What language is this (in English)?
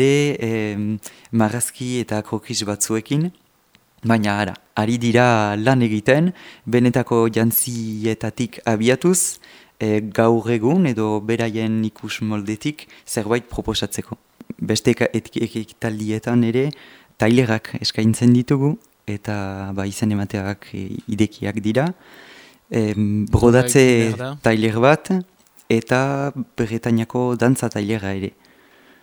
Basque